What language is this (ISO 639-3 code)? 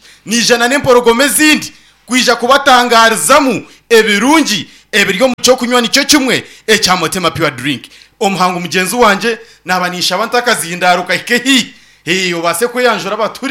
nyn